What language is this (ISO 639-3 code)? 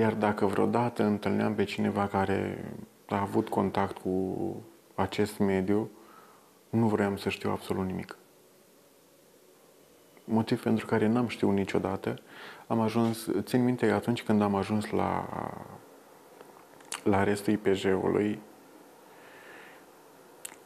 ron